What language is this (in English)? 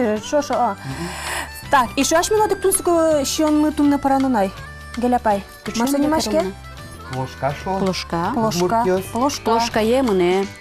Udmurt